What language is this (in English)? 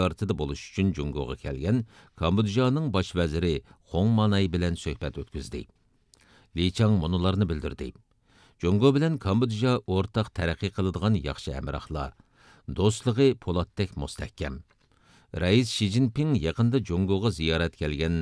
Uyghur